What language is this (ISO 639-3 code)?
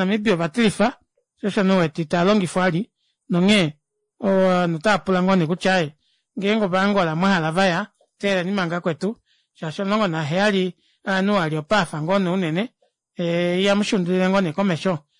kua